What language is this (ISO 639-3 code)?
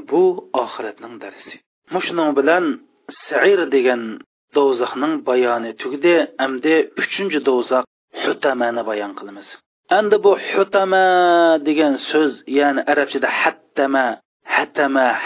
uig